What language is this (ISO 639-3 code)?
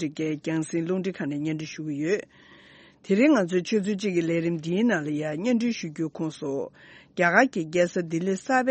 bod